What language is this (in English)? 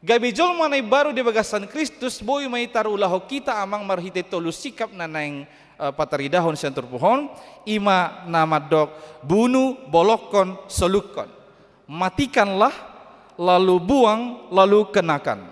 Batak Toba